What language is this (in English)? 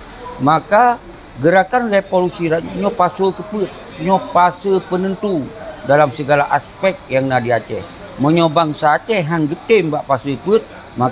Achinese